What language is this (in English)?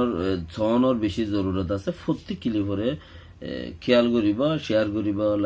Rohingya